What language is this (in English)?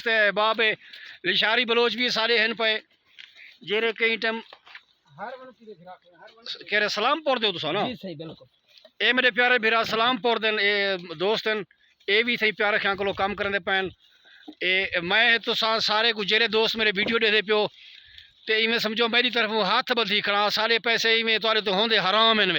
Saraiki